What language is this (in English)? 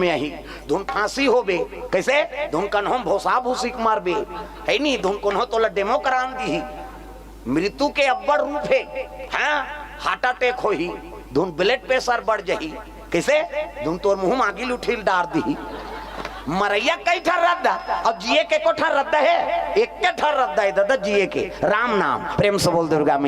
Chhattisgarhi